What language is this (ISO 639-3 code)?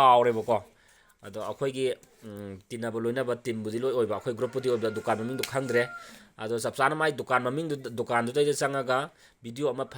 mni